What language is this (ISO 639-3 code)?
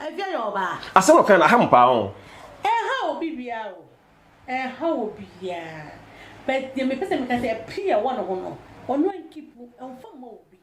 aka